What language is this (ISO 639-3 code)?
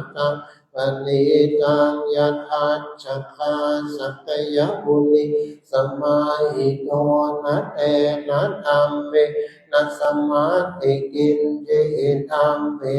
pli